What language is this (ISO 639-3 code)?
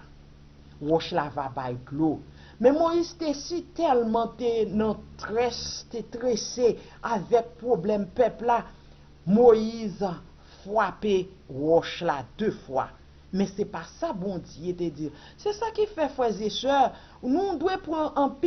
hat